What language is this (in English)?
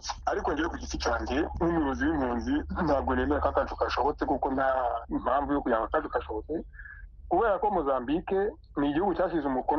Kinyarwanda